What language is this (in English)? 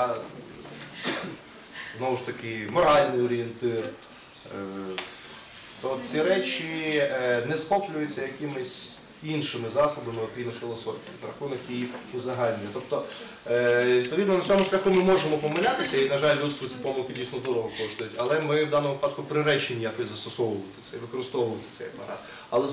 Ukrainian